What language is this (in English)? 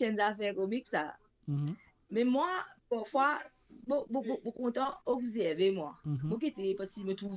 Morisyen